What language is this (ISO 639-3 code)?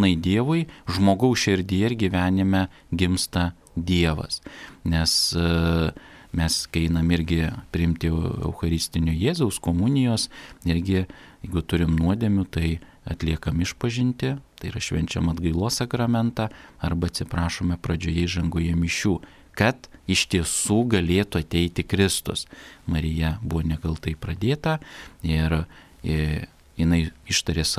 lit